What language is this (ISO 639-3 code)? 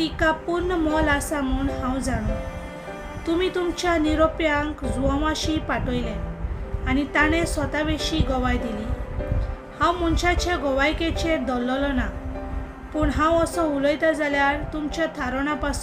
kok